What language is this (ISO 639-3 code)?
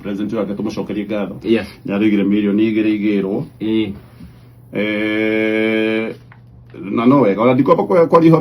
kik